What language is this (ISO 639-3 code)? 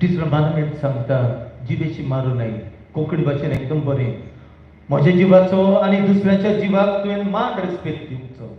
kok